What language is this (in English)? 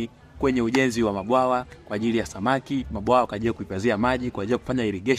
Swahili